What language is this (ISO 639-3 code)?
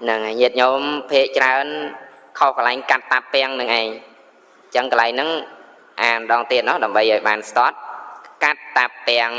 khm